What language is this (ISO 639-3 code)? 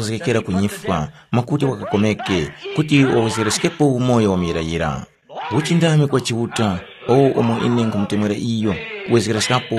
tum